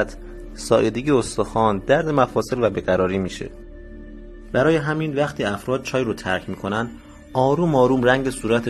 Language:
Persian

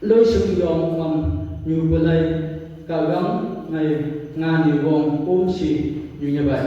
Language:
Phom Naga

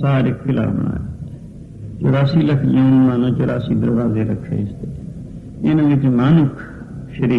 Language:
Punjabi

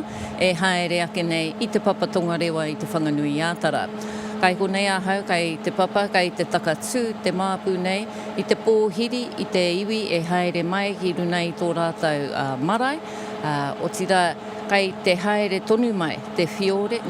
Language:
Māori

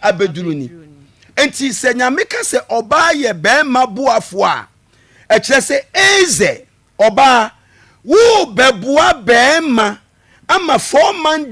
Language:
Akan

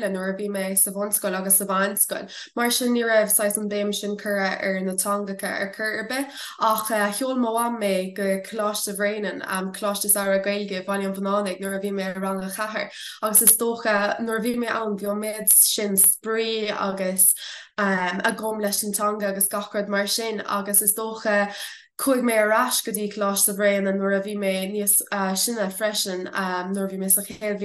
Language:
Irish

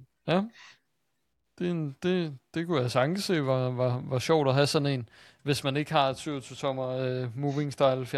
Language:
Danish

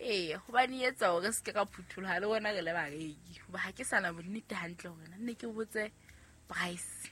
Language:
Southern Sotho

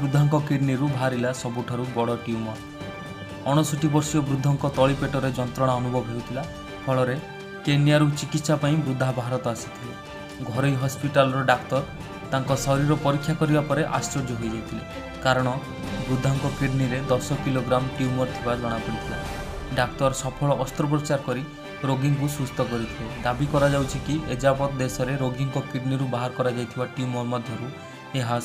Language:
Odia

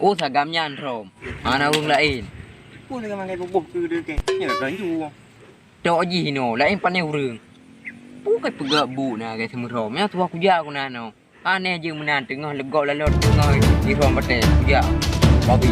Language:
Achinese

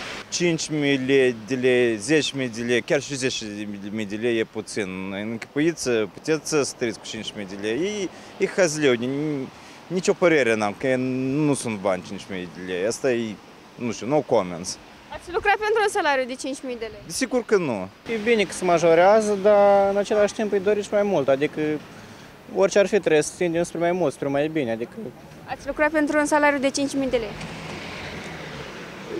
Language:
Romanian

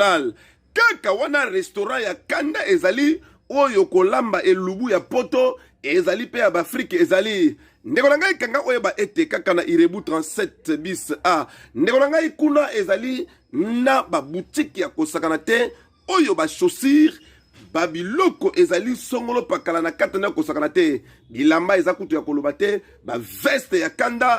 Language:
Lingala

